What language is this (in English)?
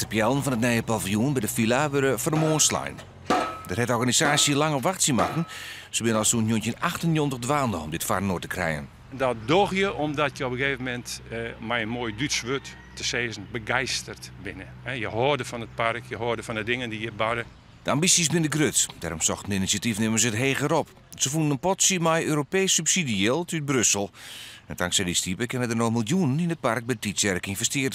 Western Frisian